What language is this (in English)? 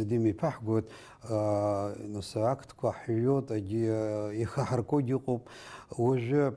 Abkhazian